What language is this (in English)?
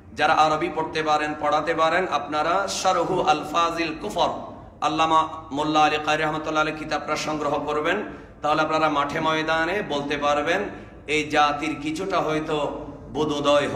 Bangla